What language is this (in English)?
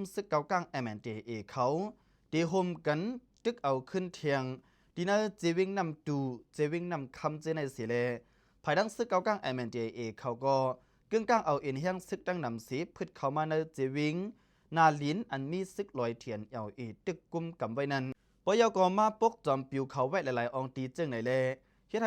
Lao